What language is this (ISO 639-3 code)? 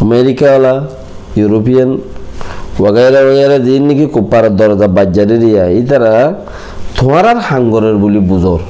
rhg